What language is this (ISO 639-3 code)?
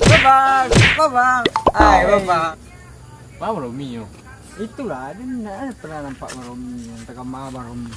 min